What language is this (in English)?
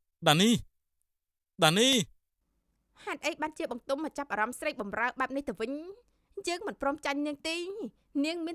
Khmer